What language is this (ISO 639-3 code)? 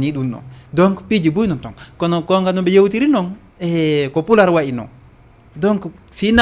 ful